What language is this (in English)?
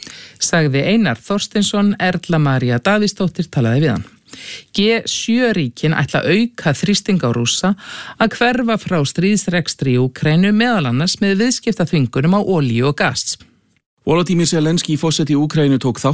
Icelandic